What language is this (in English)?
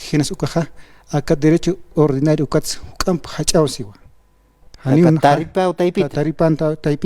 Aymara